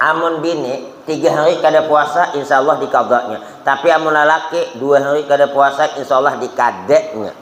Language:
Banjar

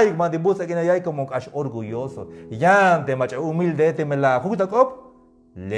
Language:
Tzeltal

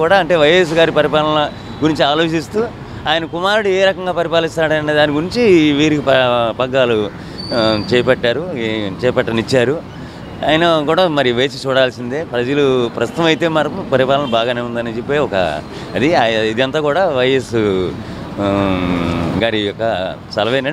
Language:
Telugu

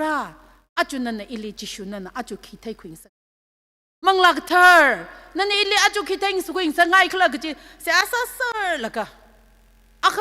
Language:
Tangkhul Naga (India)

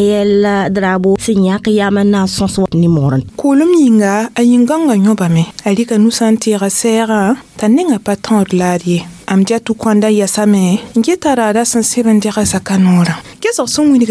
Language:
Mossi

